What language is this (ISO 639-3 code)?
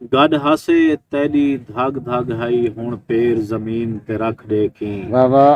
skr